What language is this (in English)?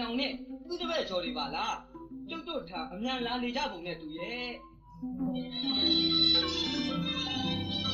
Burmese